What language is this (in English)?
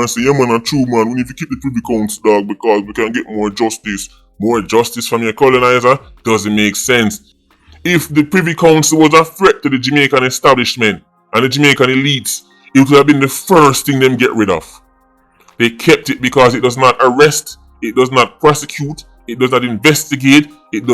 Jamaican Creole English